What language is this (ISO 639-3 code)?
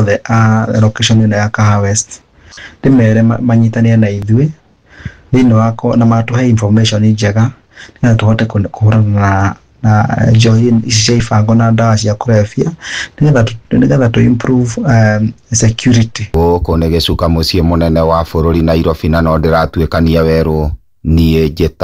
kik